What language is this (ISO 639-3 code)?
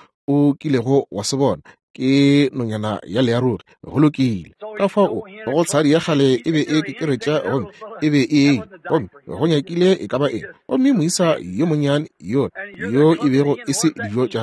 nso